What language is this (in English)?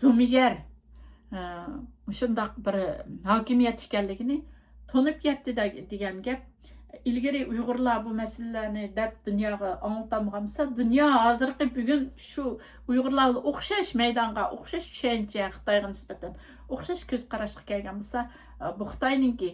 Uyghur